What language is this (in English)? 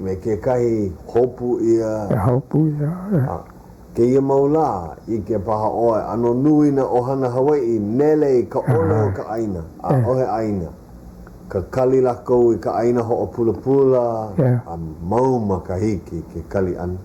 Hawaiian